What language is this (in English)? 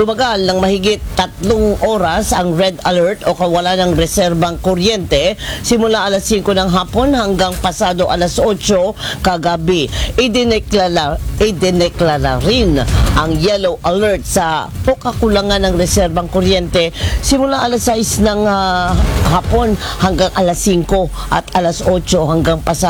Filipino